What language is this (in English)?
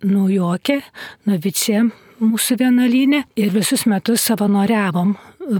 Lithuanian